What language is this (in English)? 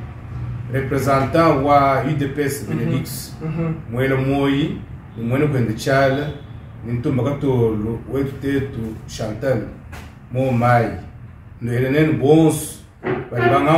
Luba-Lulua